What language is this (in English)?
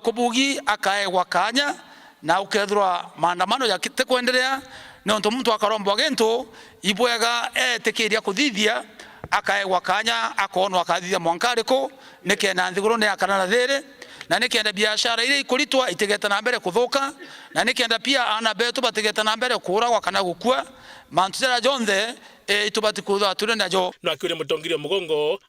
Meru